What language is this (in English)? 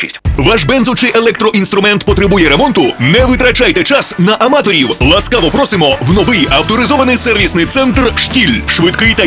Ukrainian